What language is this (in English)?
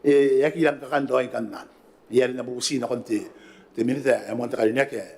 Gilbertese